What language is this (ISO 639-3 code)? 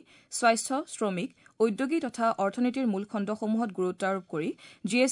asm